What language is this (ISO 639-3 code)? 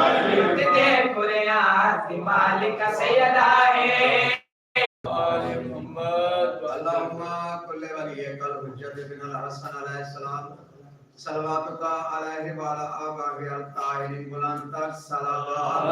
skr